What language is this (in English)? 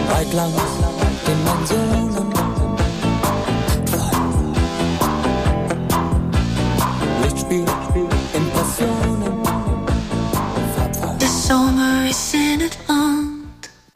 Dutch